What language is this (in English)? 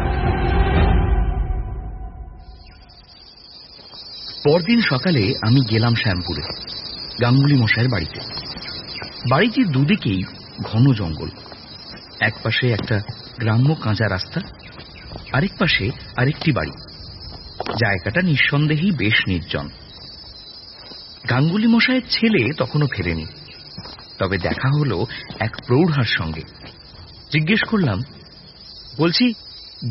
Bangla